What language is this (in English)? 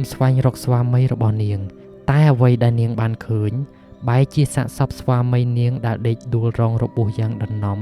Khmer